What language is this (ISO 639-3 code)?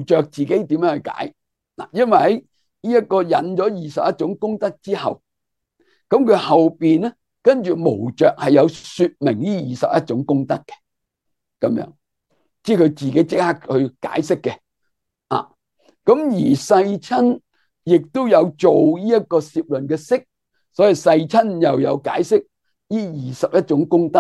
yue